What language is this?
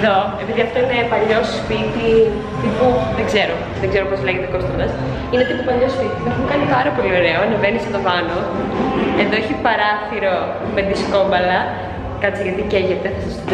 Greek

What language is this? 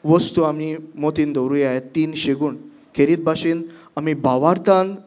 Konkani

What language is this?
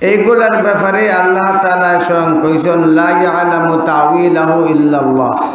Sylheti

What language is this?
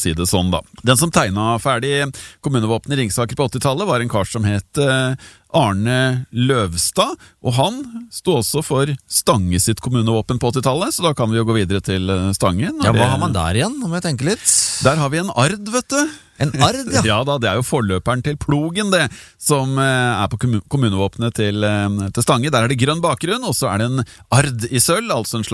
Norwegian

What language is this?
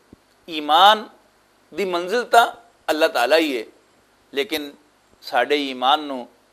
Western Panjabi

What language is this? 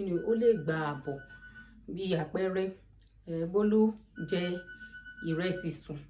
Yoruba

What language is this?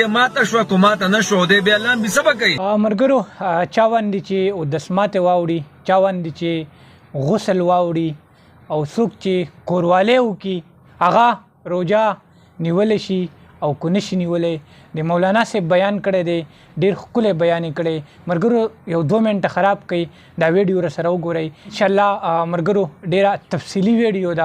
Pashto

